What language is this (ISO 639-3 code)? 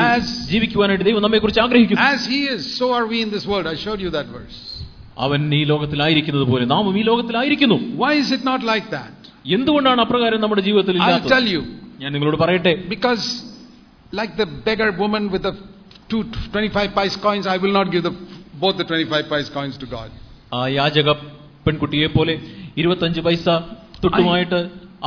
mal